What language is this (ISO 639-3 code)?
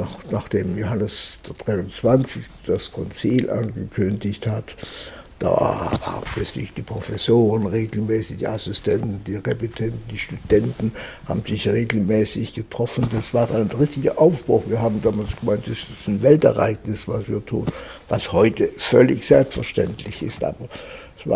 deu